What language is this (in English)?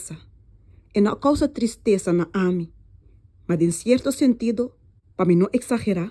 Papiamento